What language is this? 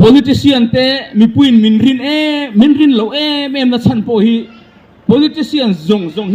Mizo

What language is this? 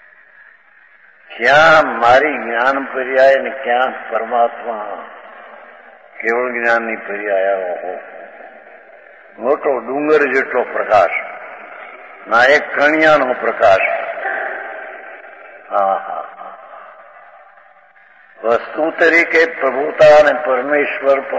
Gujarati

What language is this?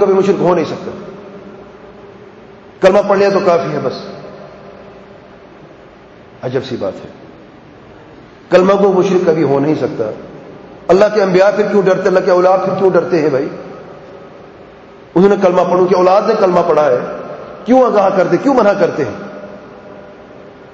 Urdu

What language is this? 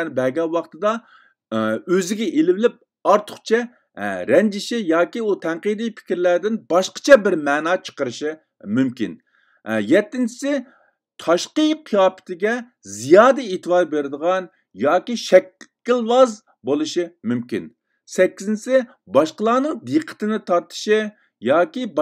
Uyghur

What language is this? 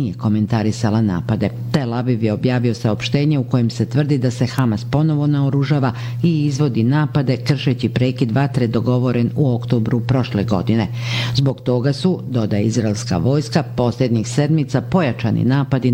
Bosnian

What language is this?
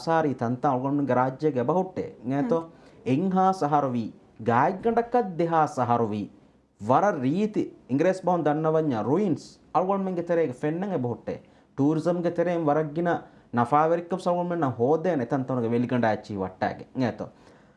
Divehi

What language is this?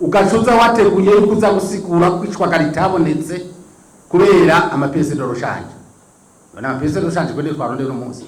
Rundi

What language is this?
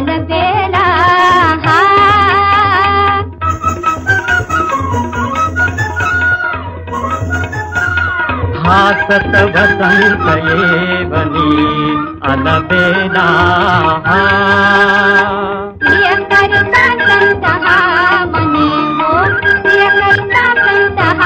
Marathi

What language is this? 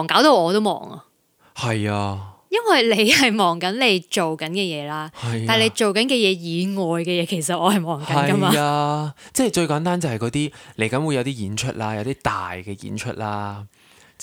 Cantonese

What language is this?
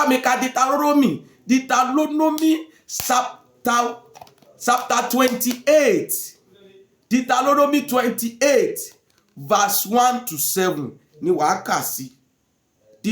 Yoruba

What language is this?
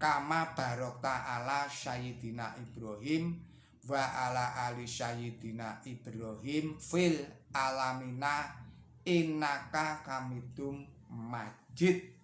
Javanese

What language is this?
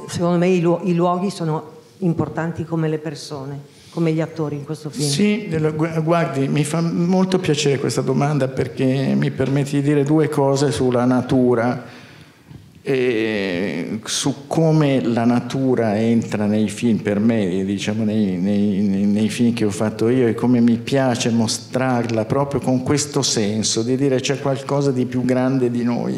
Italian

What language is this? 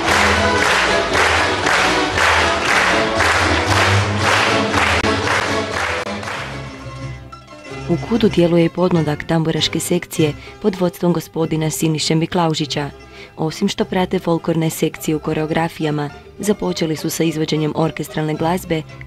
Croatian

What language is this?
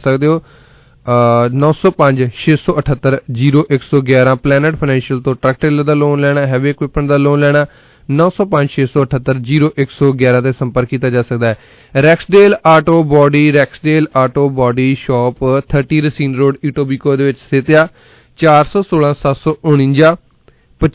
Punjabi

